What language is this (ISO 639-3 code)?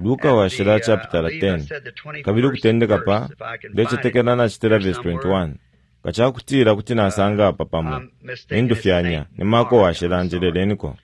bem